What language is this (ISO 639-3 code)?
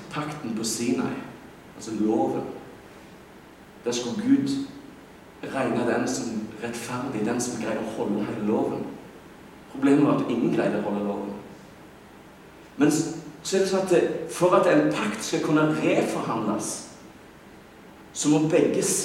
nor